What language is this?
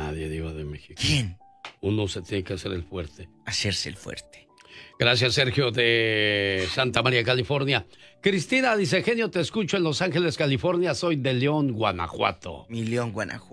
Spanish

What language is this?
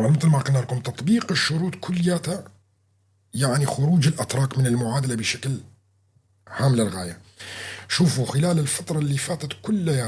North Levantine Arabic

